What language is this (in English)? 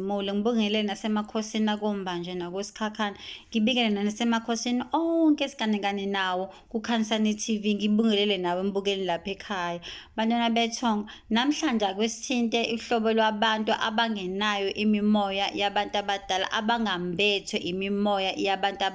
Zulu